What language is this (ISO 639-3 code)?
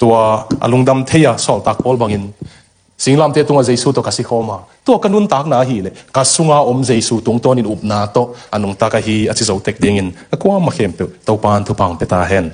ctd